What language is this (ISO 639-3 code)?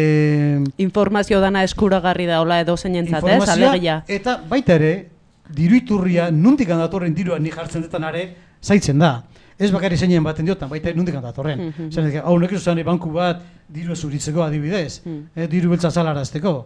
eus